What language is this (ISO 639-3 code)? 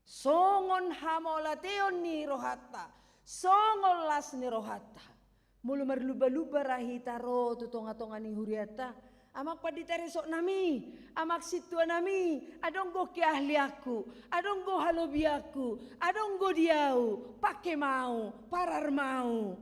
bbc